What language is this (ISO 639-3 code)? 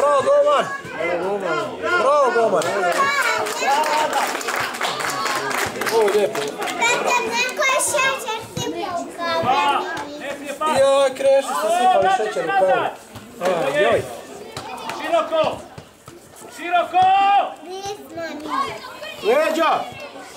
hrv